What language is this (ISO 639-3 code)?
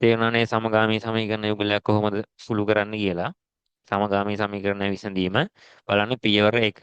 sin